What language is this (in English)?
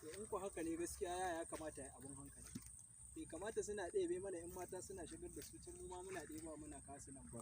Hausa